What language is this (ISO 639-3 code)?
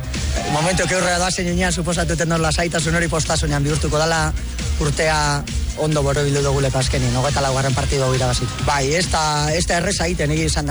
eus